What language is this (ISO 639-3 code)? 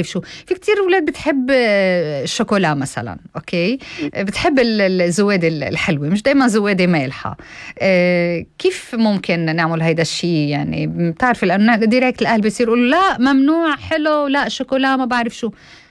apc